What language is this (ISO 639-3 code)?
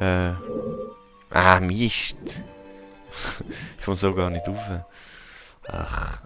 gsw